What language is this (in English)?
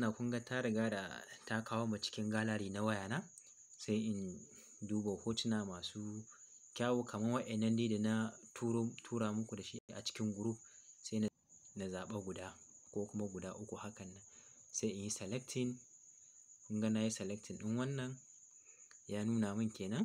Hausa